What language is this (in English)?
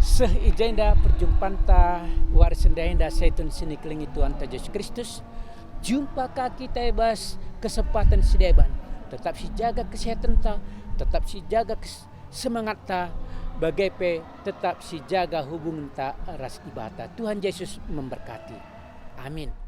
Batak Karo